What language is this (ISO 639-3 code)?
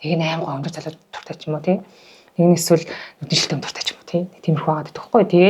mon